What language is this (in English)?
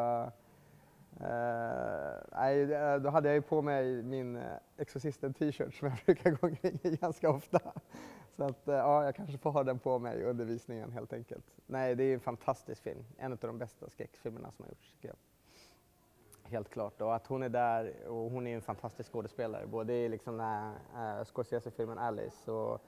Swedish